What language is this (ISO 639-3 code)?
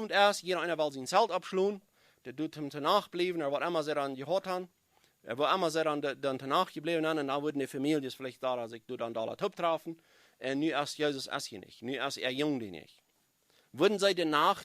pdt